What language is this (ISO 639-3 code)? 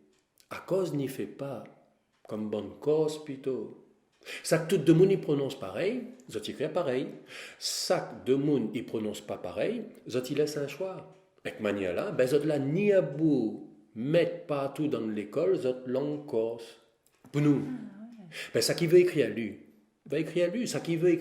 rcf